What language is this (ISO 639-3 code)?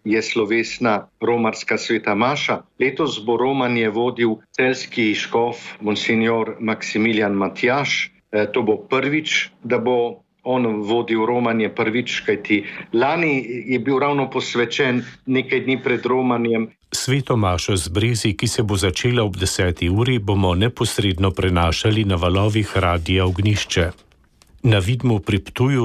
slv